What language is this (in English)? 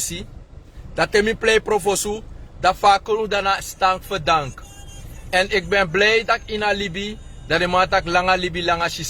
Sranan Tongo